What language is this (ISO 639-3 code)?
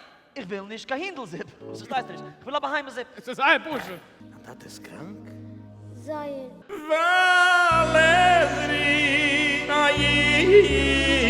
yid